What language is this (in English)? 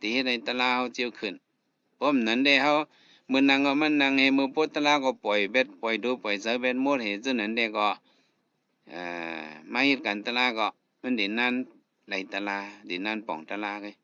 Shan